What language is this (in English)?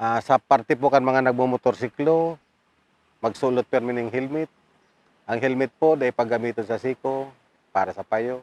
Bikol